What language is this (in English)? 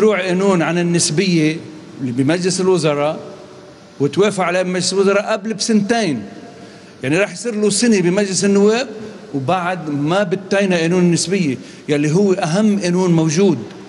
North Levantine Arabic